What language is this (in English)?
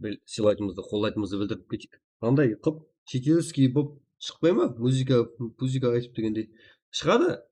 Kara-Kalpak